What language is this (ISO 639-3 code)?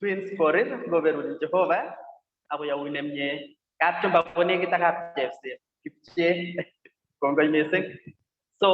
kln